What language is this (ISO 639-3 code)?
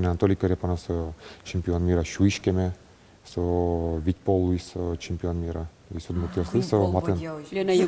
udm